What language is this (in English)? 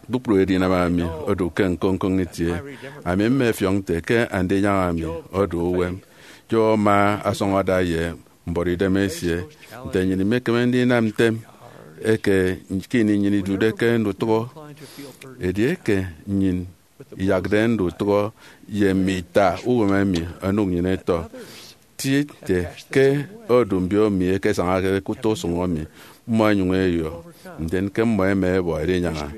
Efik